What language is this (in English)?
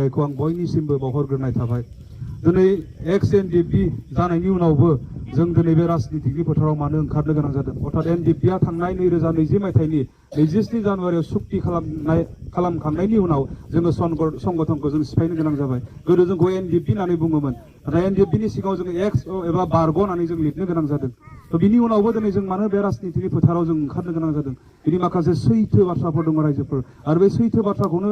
Bodo